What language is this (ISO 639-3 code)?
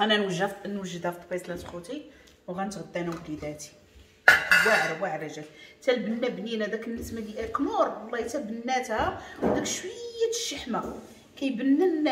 ary